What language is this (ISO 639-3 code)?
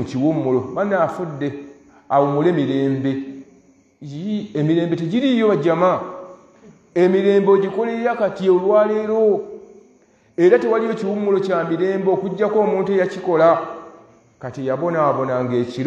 lug